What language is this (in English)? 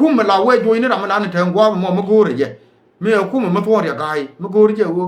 Nuer